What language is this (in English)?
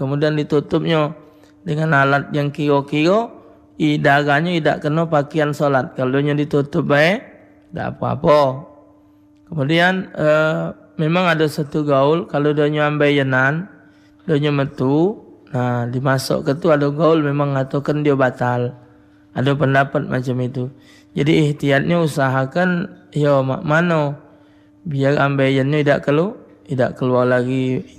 Musi